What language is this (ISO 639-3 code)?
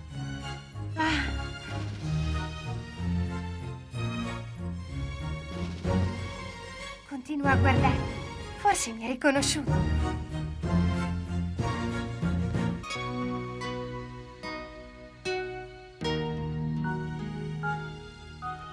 ita